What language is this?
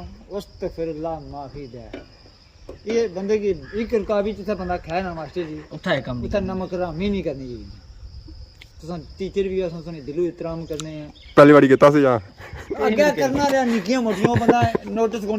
Pahari-Potwari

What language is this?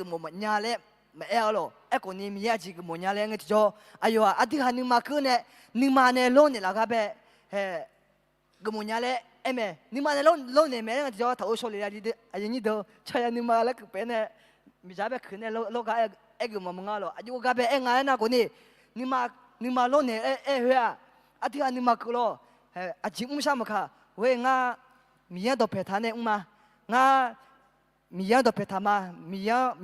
Akha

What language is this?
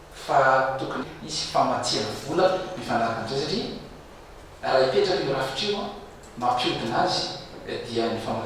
Malagasy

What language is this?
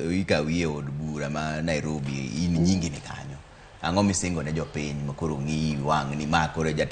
Luo (Kenya and Tanzania)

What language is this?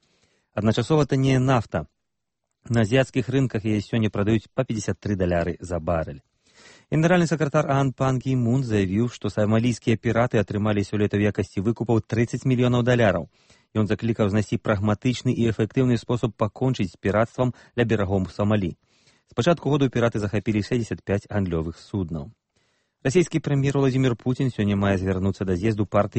Belarusian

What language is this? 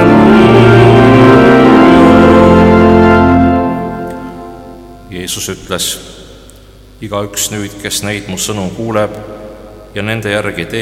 Estonian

